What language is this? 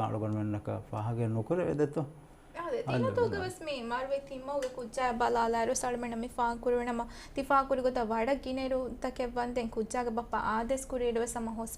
Divehi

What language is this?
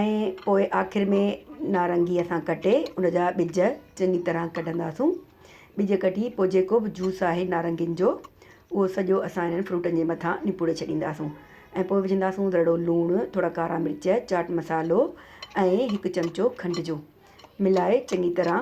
Sindhi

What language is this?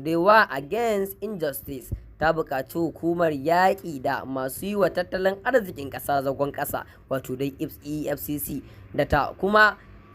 Hausa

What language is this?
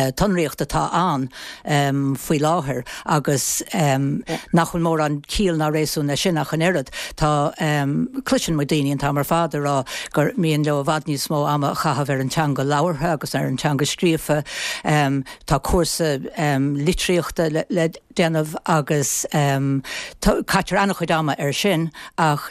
Irish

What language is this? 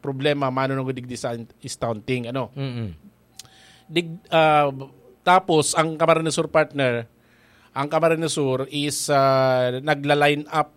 Bikol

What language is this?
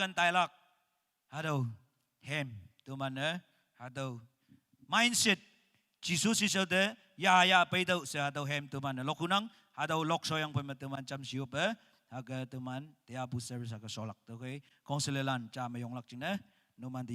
Naga Pidgin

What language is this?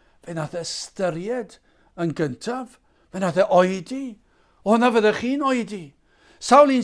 Welsh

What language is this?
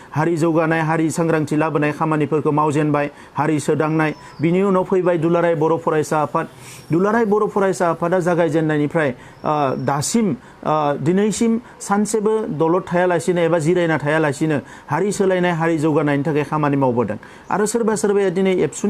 Bodo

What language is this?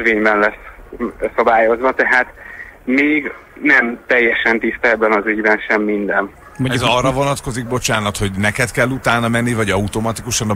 Hungarian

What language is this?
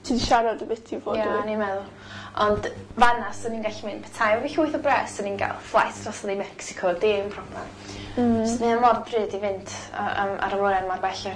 Welsh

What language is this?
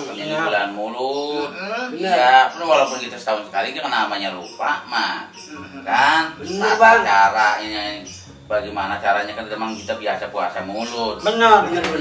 Betawi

